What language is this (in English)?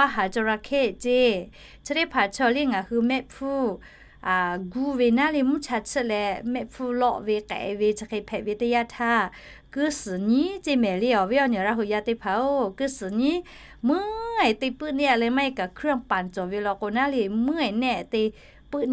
Lahu